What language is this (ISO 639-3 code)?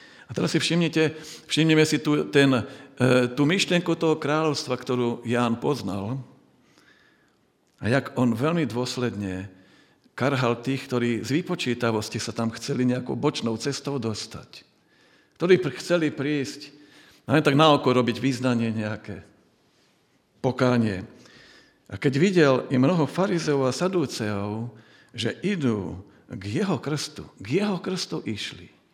slk